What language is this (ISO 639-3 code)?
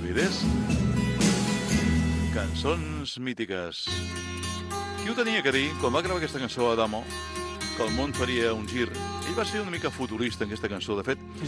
cat